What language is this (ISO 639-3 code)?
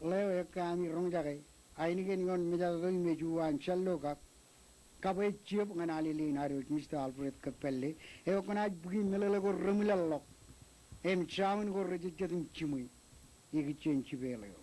mah